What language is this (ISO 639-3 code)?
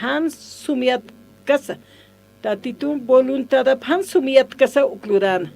aym